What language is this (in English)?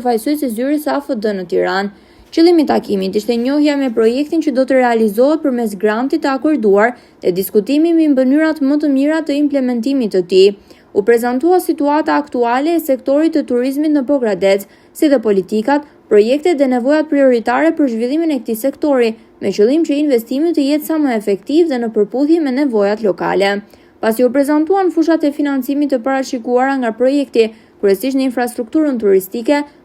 Albanian